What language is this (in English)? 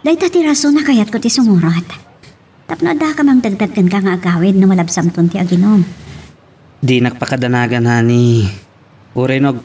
Iloko